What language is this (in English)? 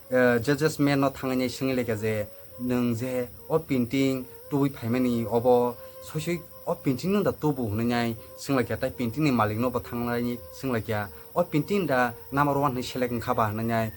Kok Borok